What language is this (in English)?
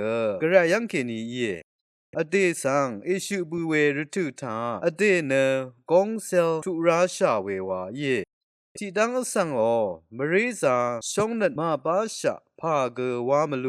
Rawang